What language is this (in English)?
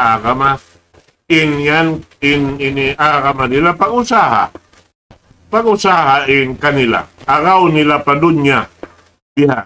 Tausug